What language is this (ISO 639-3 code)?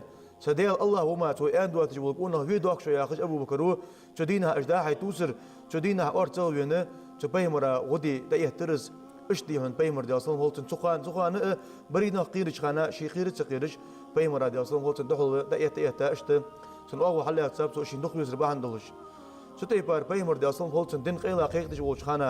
inh